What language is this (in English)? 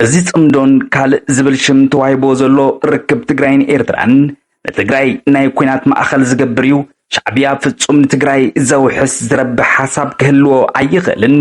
Tigrinya